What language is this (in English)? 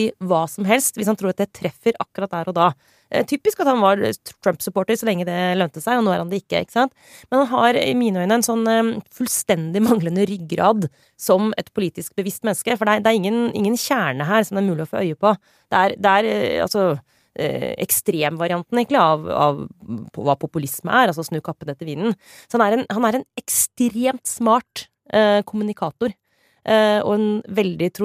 Norwegian